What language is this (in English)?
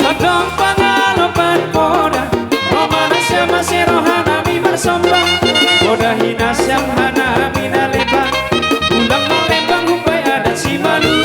Batak Simalungun